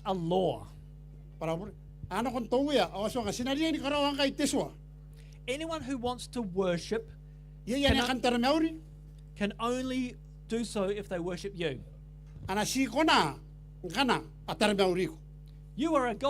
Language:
Gilbertese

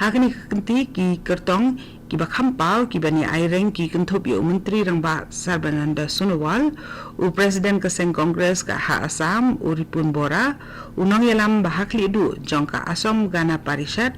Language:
Khasi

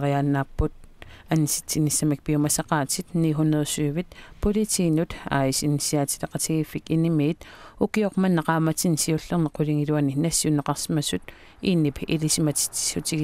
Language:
Kalaallisut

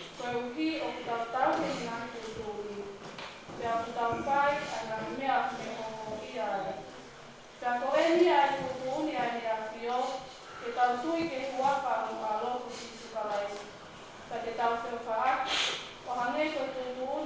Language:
Tongan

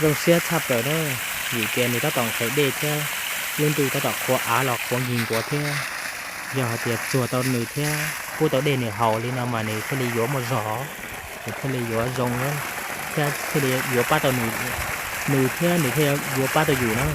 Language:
Hmong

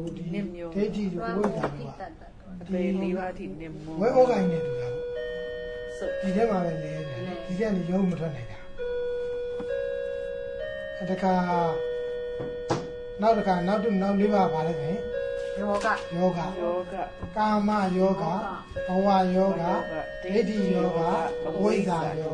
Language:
Burmese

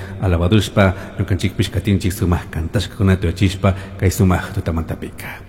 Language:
Chimborazo Highland Quichua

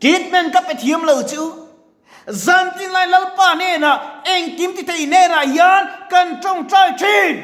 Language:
Mizo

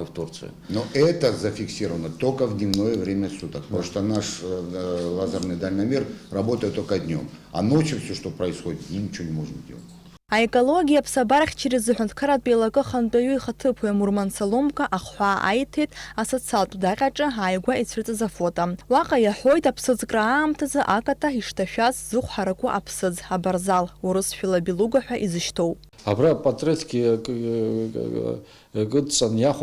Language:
Abkhazian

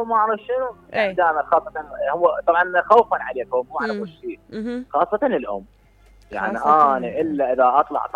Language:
Mesopotamian Arabic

